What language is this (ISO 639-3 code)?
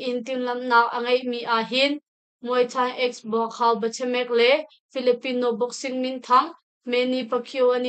cnh